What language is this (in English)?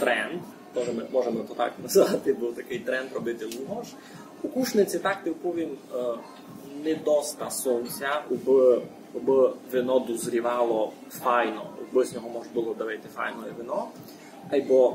Rusyn